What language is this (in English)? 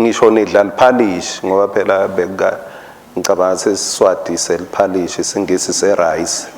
Swati